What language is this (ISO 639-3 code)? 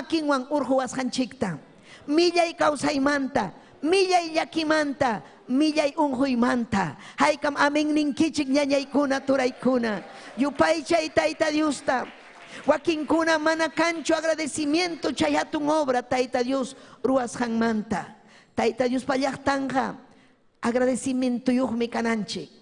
quy